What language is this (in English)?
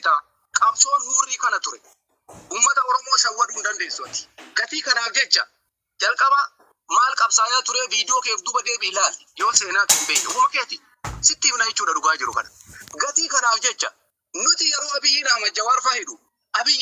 Oromo